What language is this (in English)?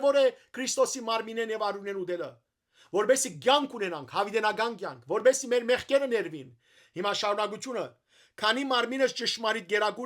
Western Armenian